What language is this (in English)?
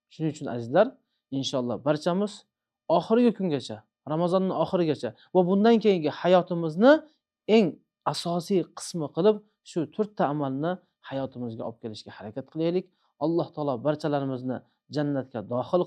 Uzbek